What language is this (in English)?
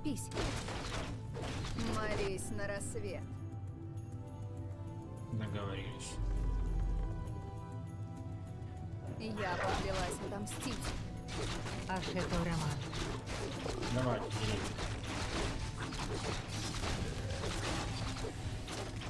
Russian